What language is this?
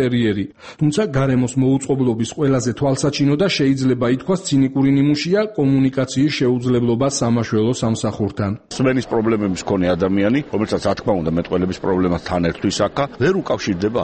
Georgian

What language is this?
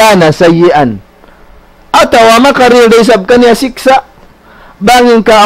Tausug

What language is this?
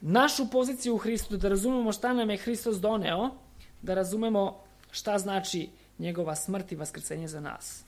Serbian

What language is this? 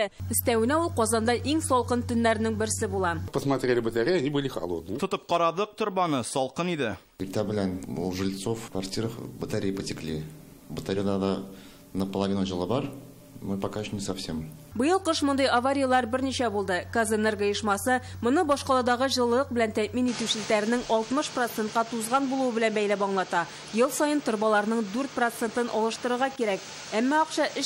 Tatar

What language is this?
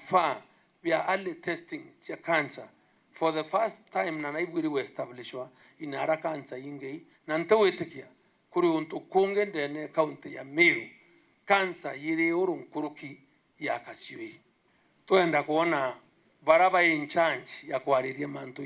Meru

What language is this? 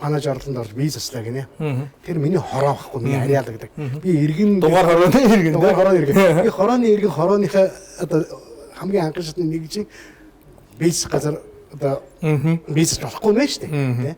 Mongolian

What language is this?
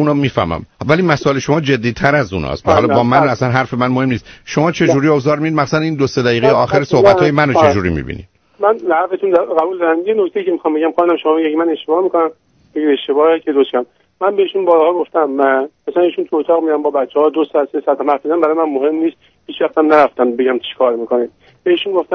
Persian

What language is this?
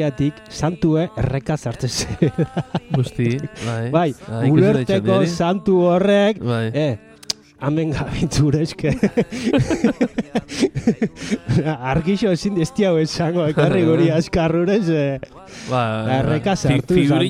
Basque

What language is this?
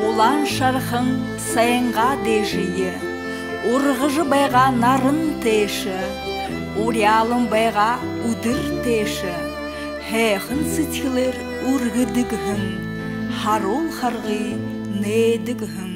Buriat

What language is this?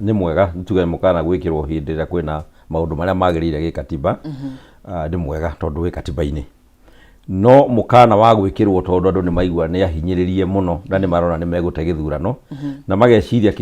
Kikuyu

